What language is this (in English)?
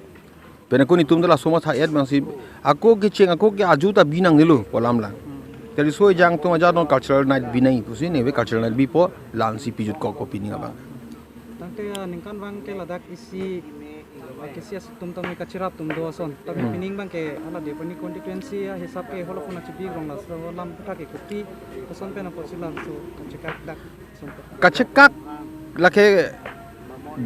Karbi